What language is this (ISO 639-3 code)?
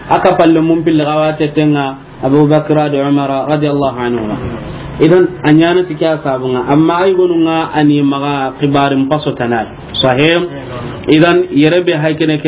snk